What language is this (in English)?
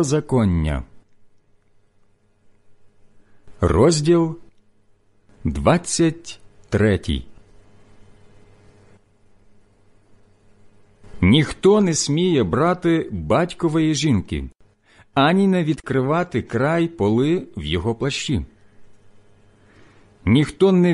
Ukrainian